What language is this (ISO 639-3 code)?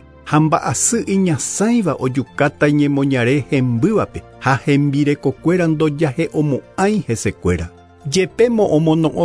grn